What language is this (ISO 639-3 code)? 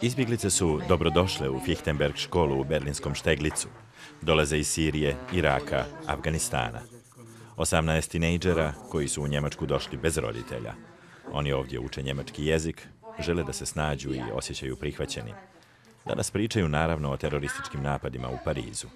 hrv